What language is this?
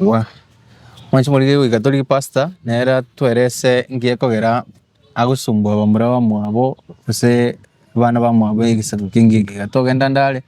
Gusii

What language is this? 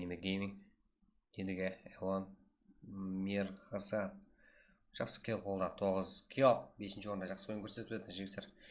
Kara-Kalpak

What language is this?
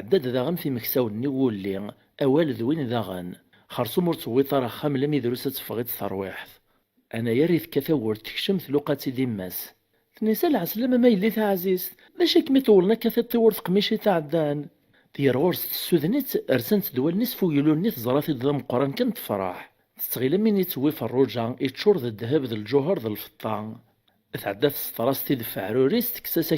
Kabyle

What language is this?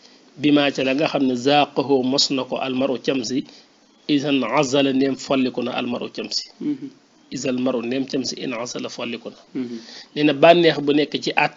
Wolof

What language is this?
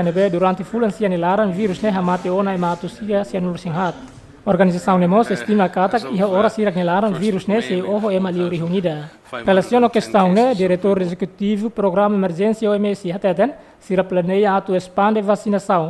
Tetum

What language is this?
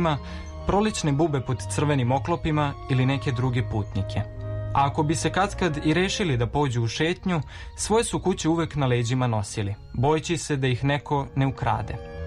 Serbian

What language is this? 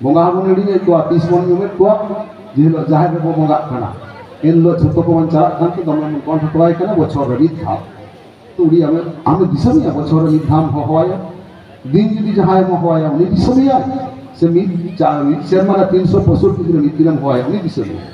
Santali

